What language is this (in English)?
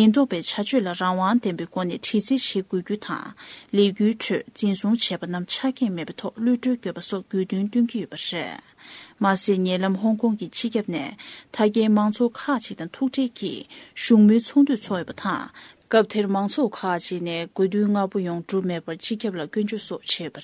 Tibetan